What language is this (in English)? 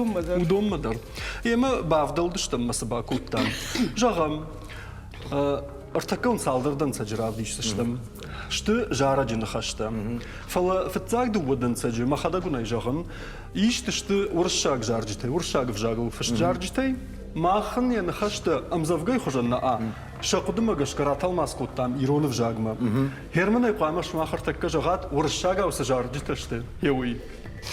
Ossetic